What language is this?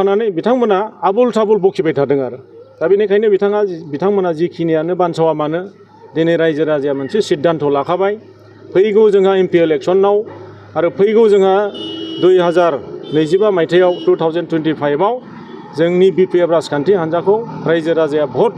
Bodo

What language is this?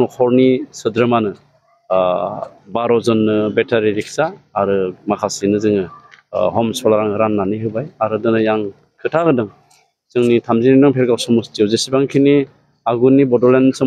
Bodo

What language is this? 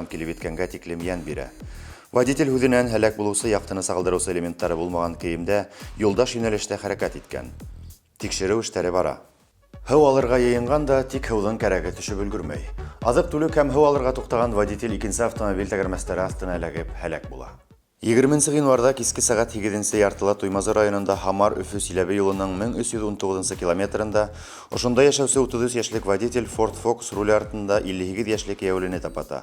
Bashkir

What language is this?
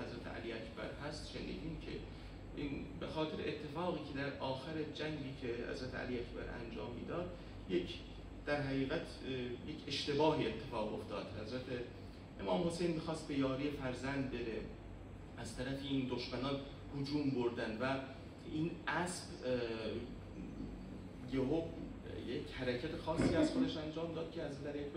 Persian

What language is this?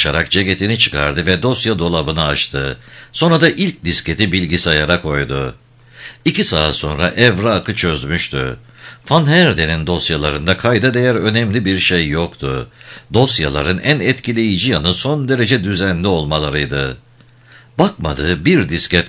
Turkish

